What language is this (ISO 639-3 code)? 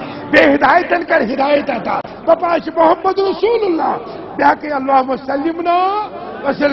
kas